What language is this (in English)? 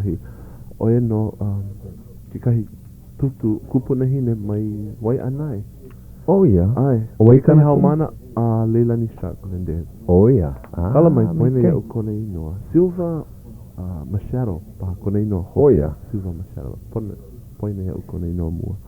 Hawaiian